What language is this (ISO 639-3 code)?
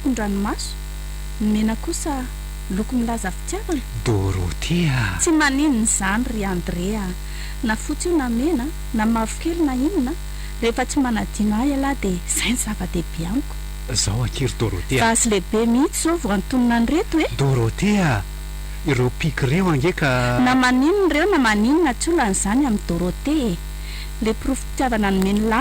mlg